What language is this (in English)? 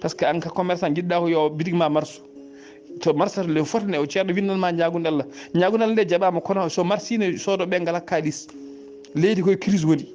Fula